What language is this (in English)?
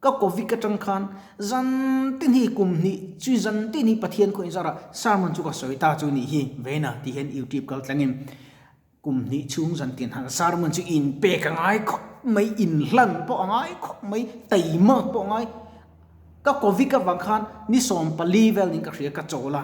Mizo